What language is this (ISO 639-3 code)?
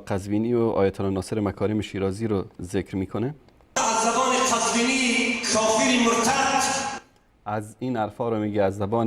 fas